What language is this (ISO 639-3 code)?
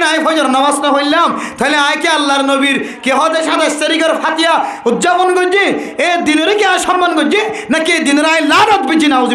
rhg